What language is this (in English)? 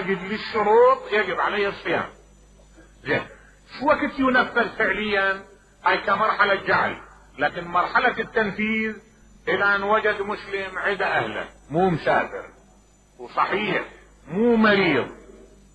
Mesopotamian Arabic